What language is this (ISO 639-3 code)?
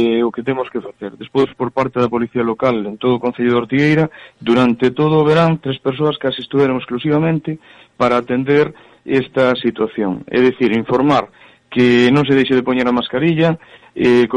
glg